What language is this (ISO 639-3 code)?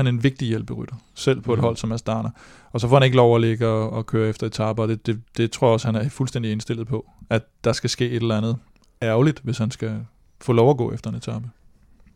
dan